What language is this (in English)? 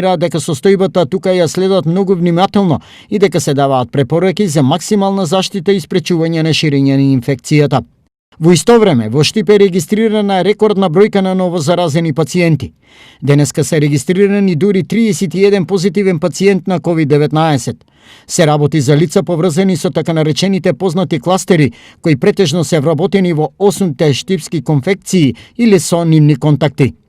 Macedonian